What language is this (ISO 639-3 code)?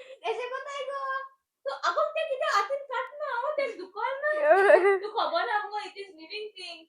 kok